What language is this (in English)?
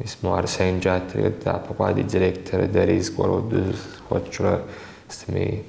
Kabardian